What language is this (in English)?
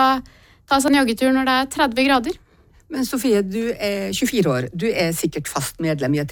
Norwegian